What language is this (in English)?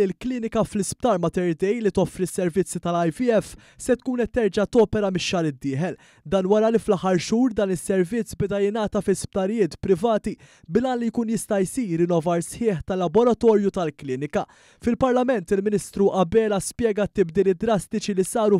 Maltese